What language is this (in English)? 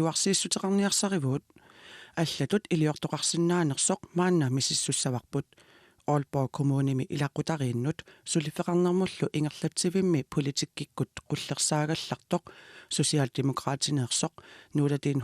Kalaallisut